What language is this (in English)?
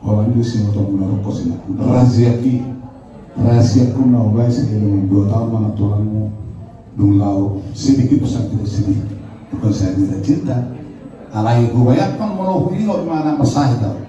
Batak Toba